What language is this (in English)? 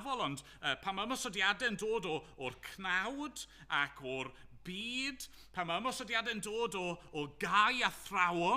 Welsh